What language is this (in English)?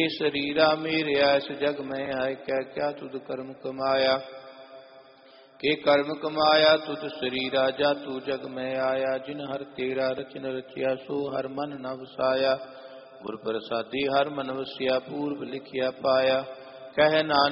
Punjabi